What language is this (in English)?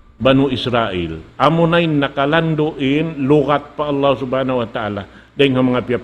Tausug